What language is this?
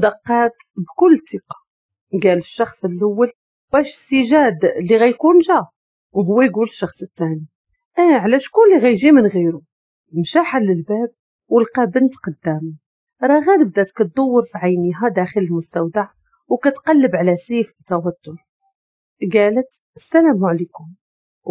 Moroccan Arabic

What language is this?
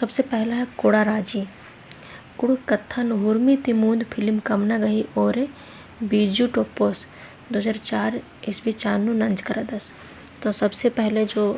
Kurukh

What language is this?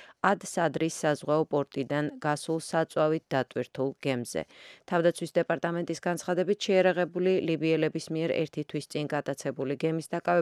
Georgian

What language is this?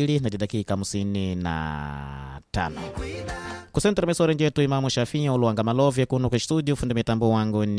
Swahili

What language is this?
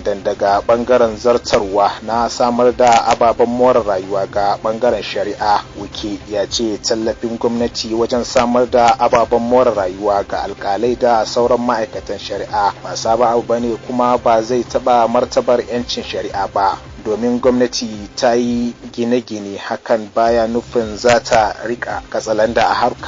Hausa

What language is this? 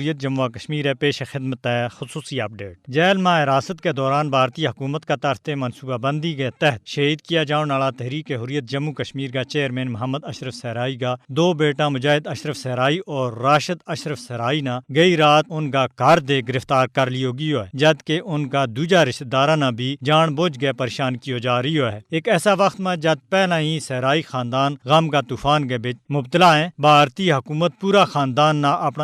Gujari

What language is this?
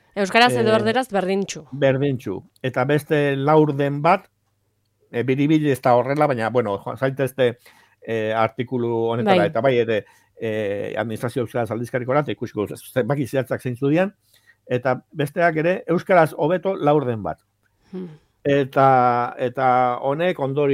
Basque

